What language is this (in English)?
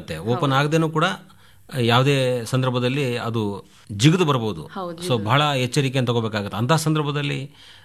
Kannada